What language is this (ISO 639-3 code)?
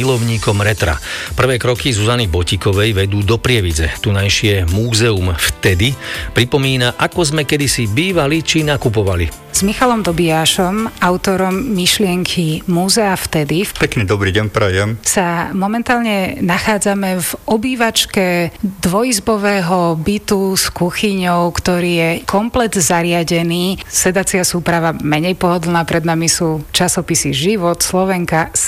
slk